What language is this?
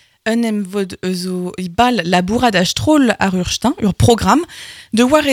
Breton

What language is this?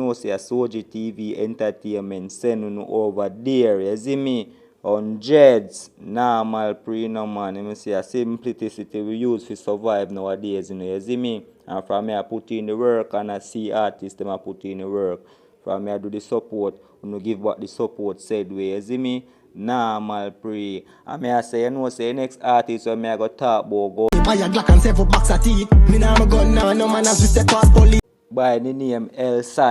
Jamaican Creole English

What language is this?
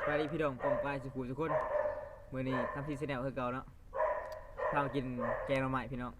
Lao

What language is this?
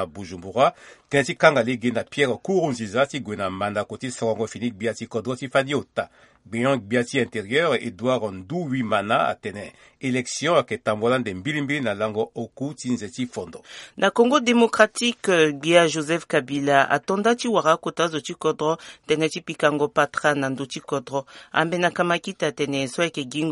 Sango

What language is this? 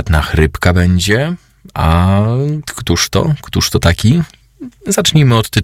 Polish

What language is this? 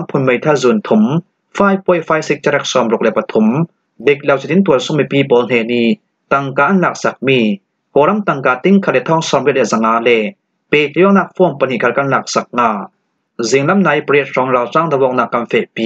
Falam Chin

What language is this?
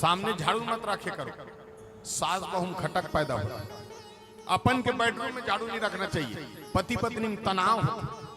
Chhattisgarhi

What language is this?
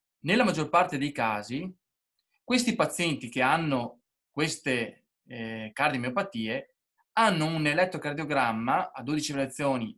Italian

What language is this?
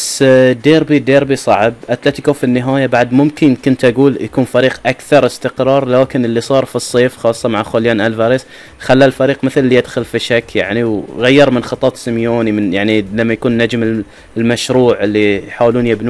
Gulf Arabic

